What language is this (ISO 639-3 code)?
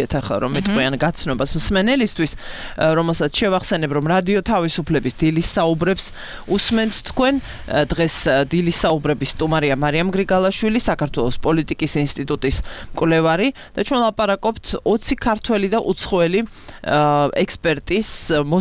kat